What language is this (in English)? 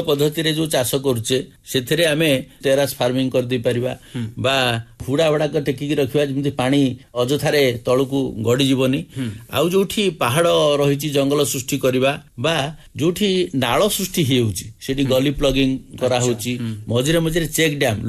Odia